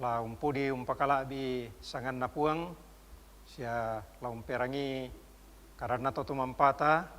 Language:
Toraja-Sa'dan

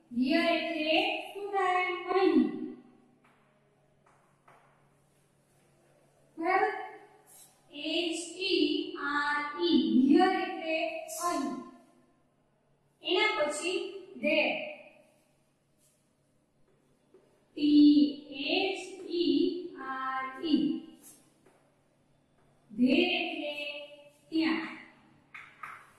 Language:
Gujarati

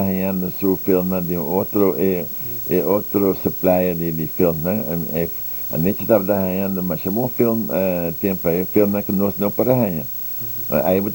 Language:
Papiamento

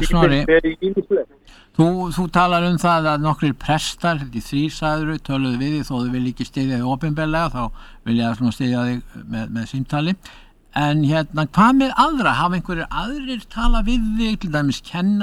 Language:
Icelandic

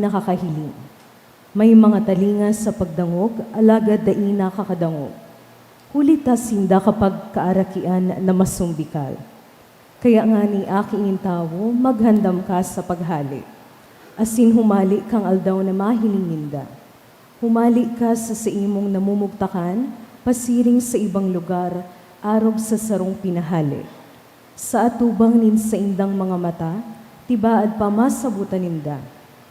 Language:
Bikol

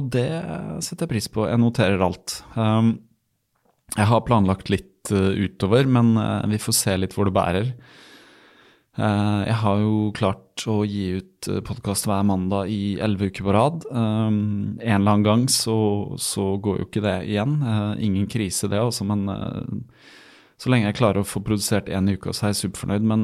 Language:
Norwegian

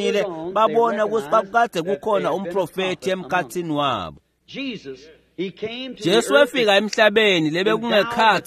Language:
Swati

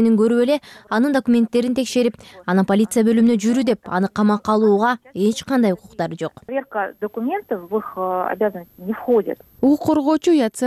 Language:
Kyrgyz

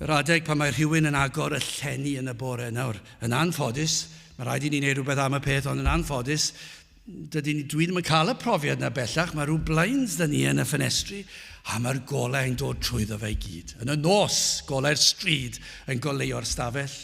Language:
Welsh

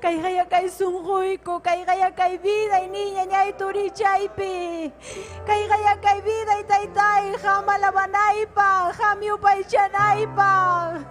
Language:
Ayacucho Quechua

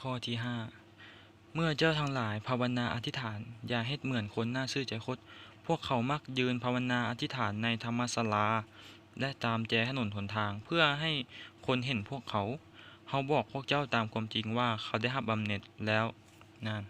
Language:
Lao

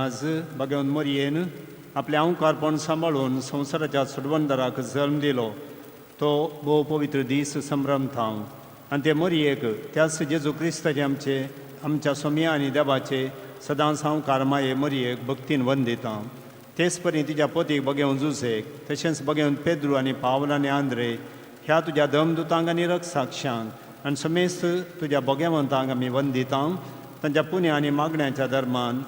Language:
Konkani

